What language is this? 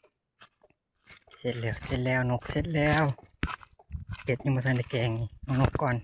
Lao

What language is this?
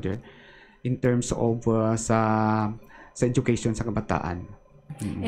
Hiligaynon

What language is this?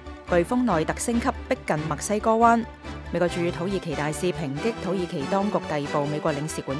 Cantonese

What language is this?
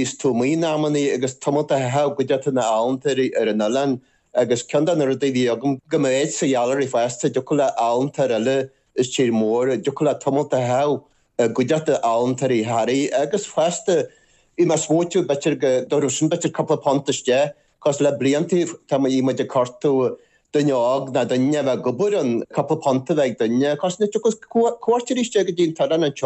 Irish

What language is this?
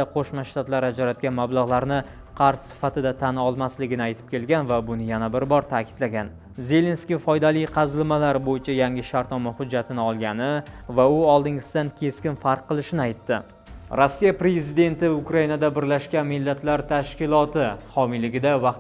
Uzbek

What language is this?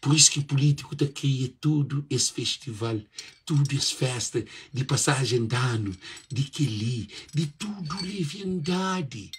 Kabuverdianu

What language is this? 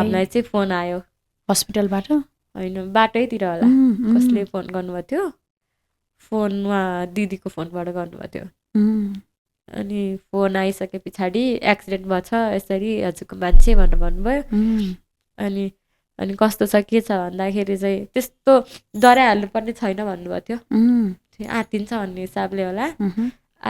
Nepali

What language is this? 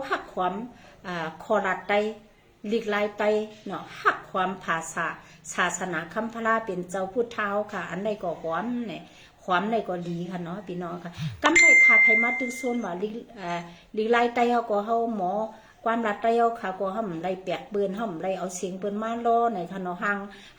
Shan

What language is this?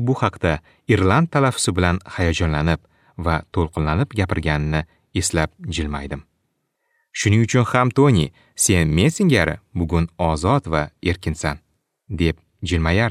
Uzbek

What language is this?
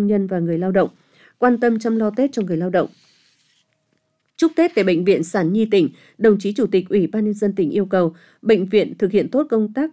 Vietnamese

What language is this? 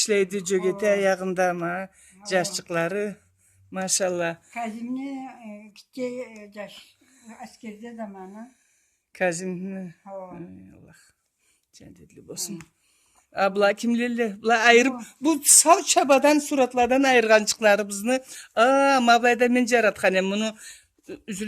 Karachay-Balkar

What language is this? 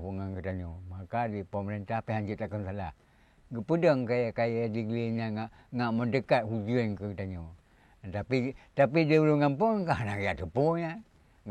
Achinese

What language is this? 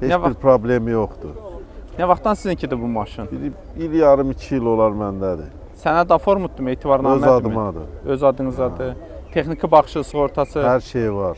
Azerbaijani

